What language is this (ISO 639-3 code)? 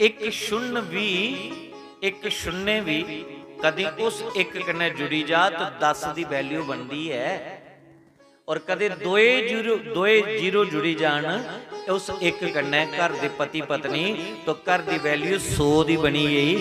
doi